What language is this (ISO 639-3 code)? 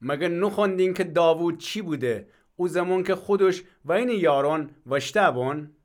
glk